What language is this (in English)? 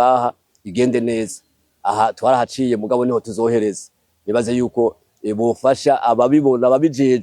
Rundi